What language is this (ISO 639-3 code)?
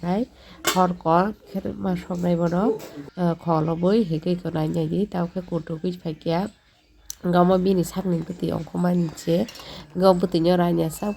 trp